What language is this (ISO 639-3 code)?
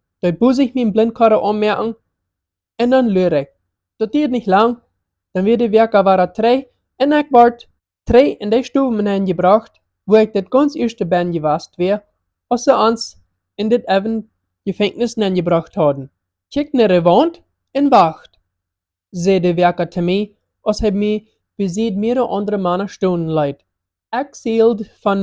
pdt